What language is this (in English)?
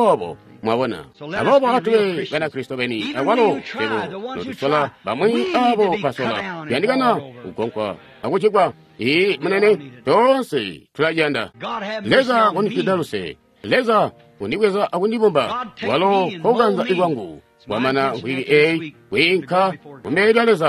Tonga (Zambia)